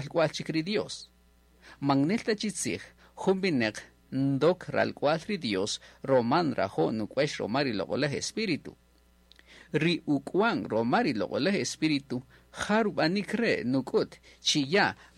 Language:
Kaqchikel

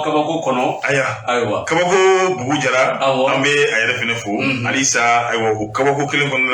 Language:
Bambara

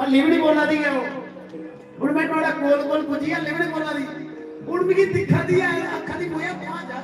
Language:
Dogri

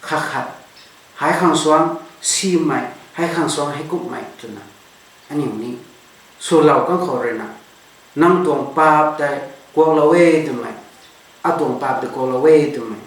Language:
Rongmei Naga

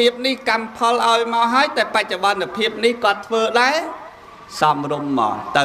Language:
Khmer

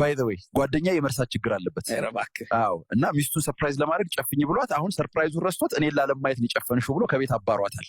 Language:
Amharic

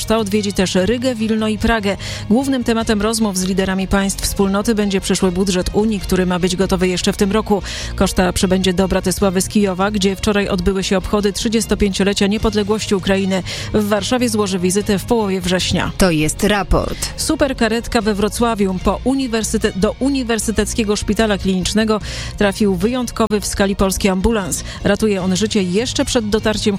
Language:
Polish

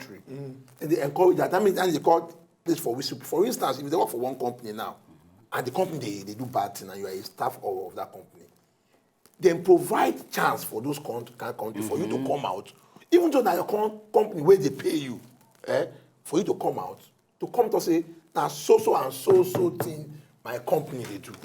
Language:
Nigerian Pidgin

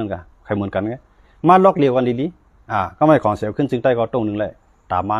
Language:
Shan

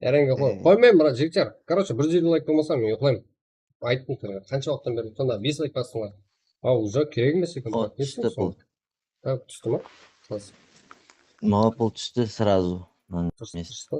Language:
Kara-Kalpak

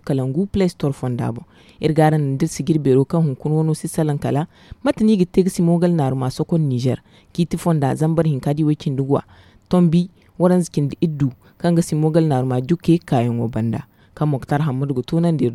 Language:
Zarma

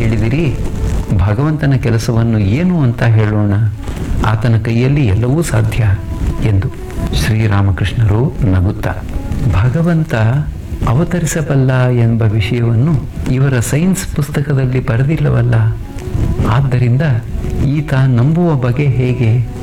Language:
Kannada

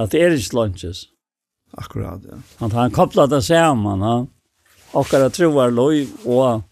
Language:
Faroese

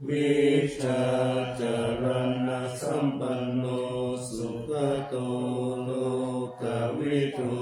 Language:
Pali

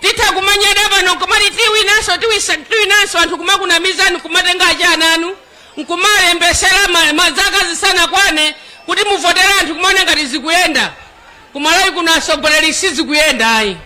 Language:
Nyanja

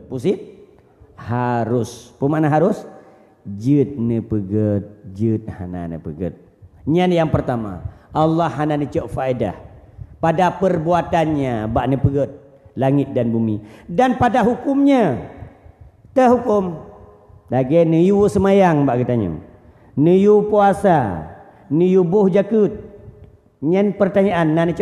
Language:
Achinese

